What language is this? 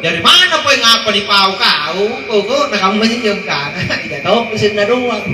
Makasar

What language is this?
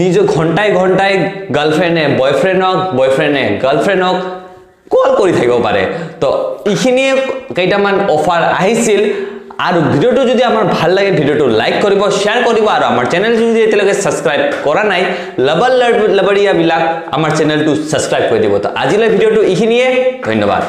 Assamese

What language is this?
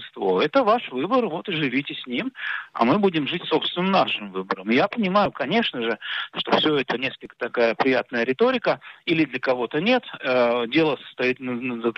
Russian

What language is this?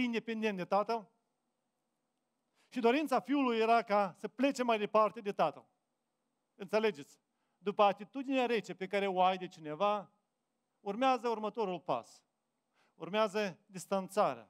Romanian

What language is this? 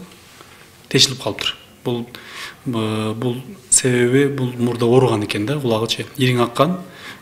Kyrgyz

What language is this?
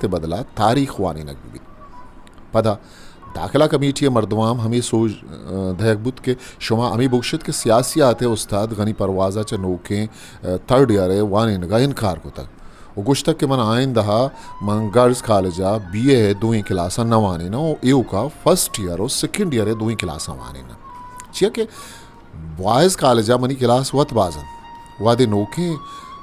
Eastern Balochi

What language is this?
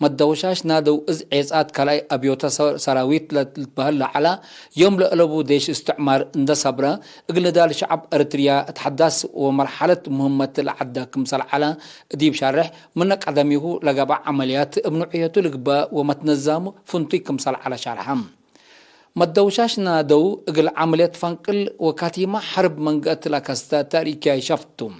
Tigre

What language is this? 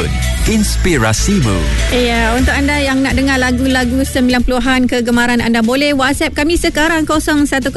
Malay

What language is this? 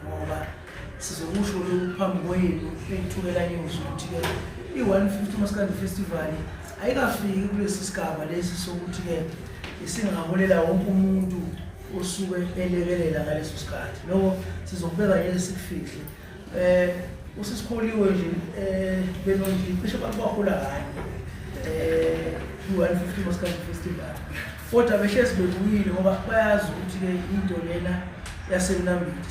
Zulu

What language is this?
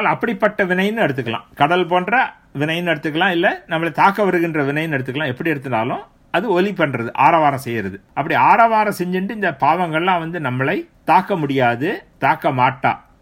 Tamil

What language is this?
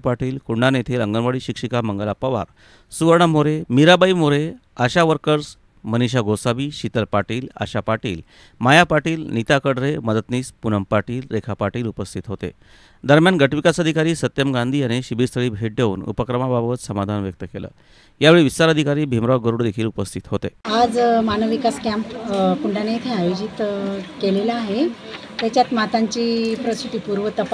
Marathi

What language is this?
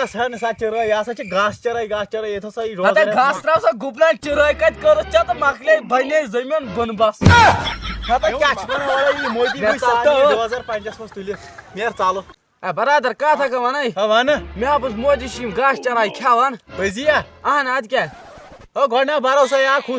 Kashmiri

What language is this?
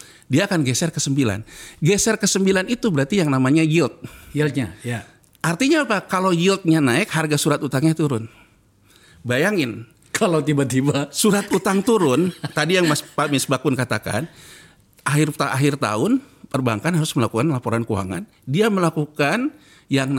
Indonesian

